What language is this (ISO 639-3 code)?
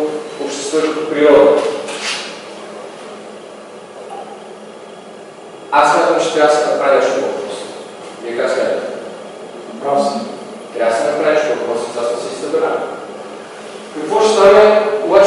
bul